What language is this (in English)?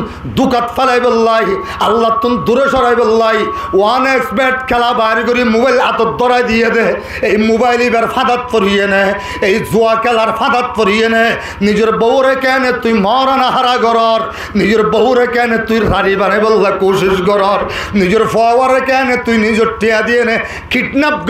Rohingya